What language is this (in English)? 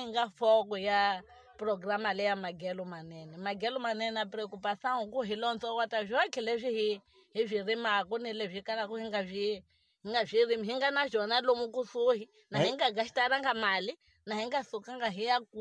Tsonga